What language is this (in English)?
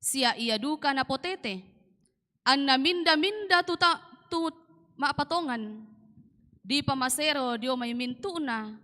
Toraja-Sa'dan